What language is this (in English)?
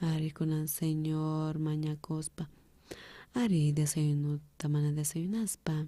South Bolivian Quechua